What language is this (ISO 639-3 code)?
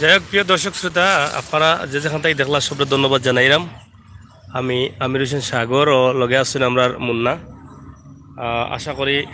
syl